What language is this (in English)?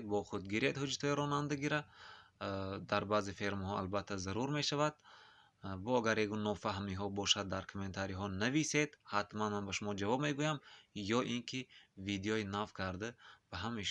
Tajik